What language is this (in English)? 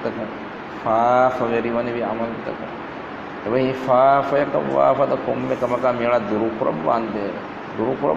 Divehi